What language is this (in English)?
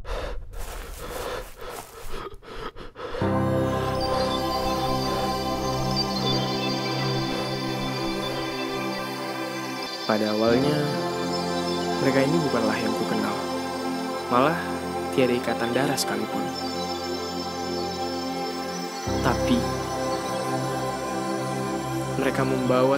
Indonesian